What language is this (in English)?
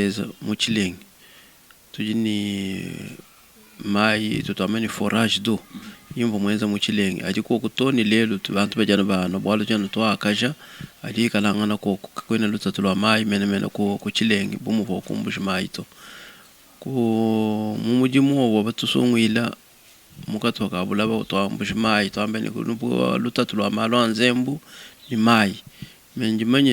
Luba-Lulua